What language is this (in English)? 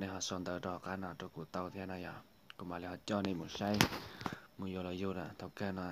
Hmong